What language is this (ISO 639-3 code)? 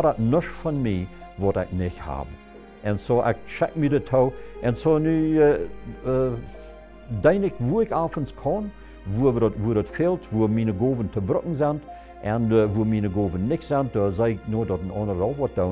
pdt